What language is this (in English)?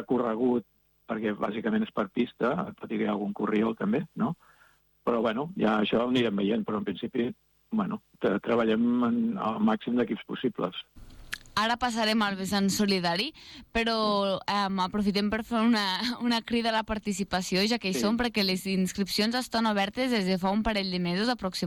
Catalan